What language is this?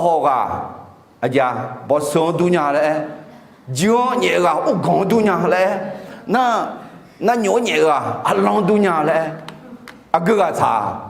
Akha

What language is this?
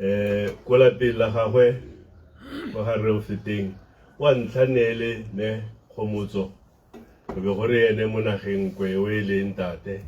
Tswana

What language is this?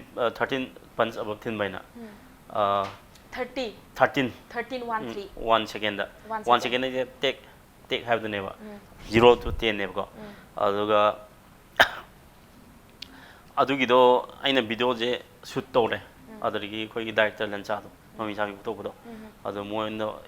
Manipuri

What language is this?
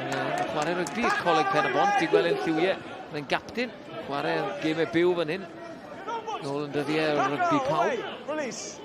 Welsh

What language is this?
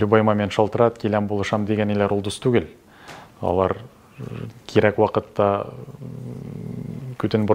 Tatar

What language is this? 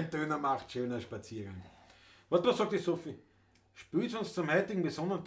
Bavarian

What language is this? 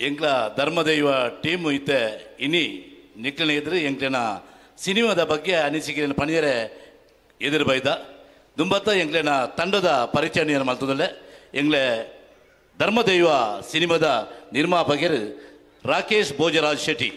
Tulu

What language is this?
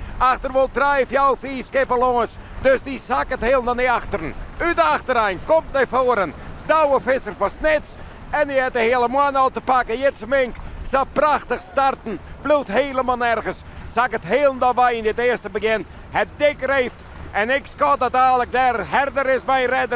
Western Frisian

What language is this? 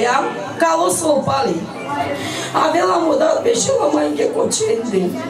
Bulgarian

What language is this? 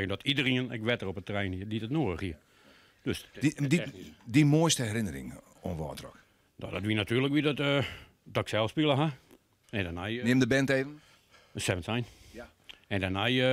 Western Frisian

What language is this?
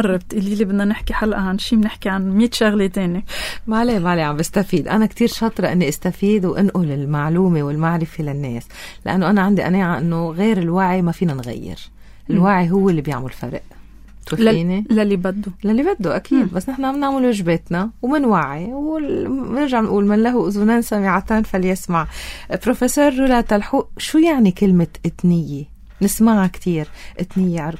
North Levantine Arabic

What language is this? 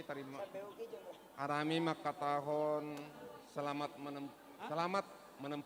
Batak Simalungun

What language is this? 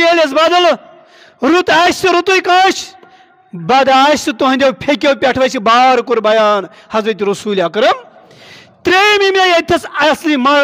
Kashmiri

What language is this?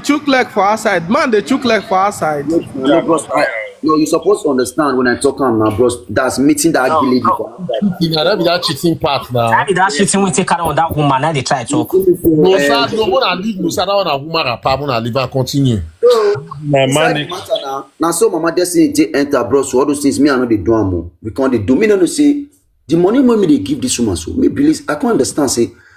Nigerian Pidgin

